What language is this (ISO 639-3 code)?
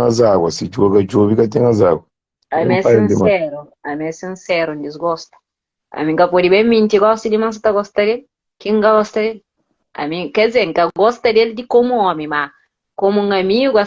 kea